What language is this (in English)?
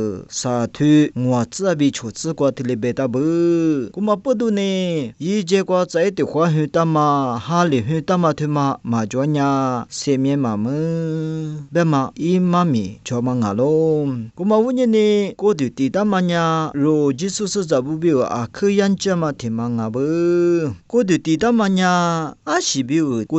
Lisu